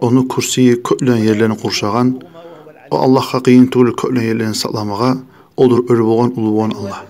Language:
Kumyk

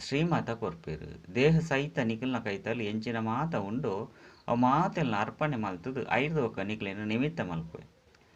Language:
Tulu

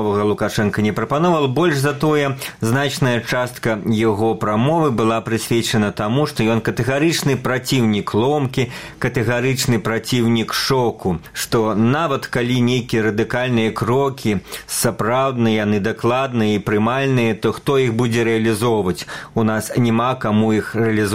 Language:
Belarusian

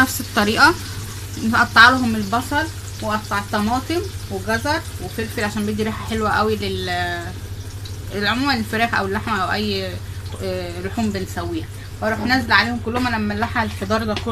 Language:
Egyptian Arabic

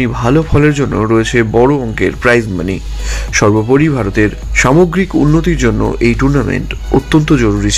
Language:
Bangla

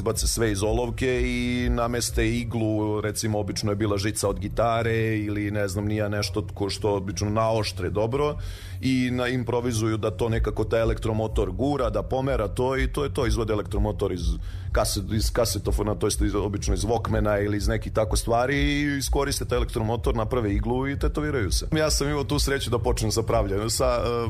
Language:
Serbian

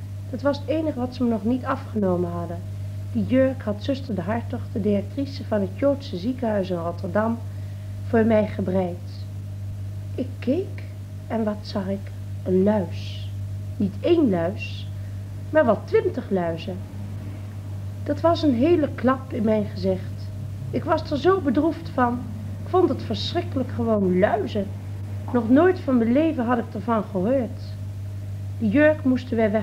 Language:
Dutch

